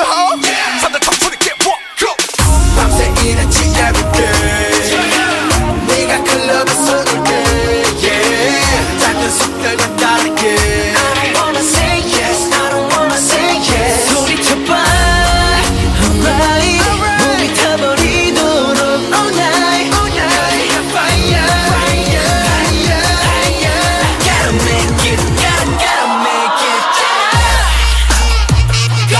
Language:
Korean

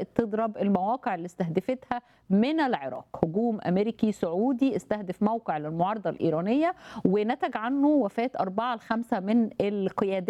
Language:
Egyptian Arabic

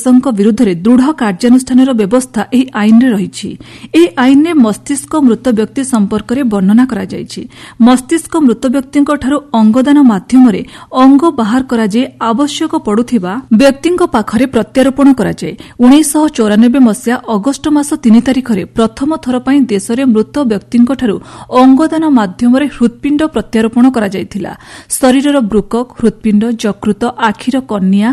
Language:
Odia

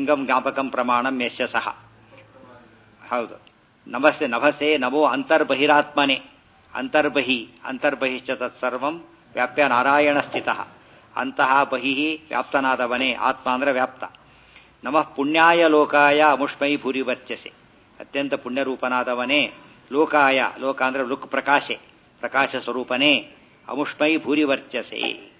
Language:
Kannada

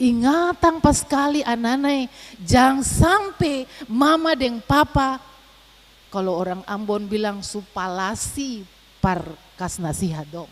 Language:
Ambonese Malay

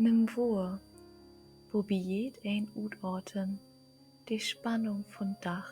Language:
Low German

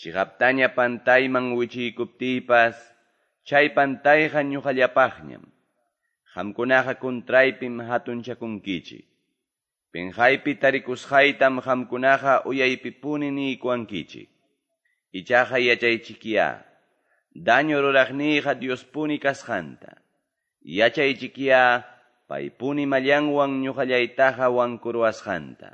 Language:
Quechua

